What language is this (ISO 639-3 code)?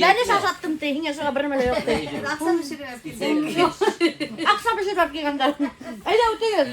bak